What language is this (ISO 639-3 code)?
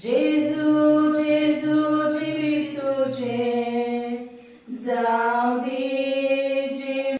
kok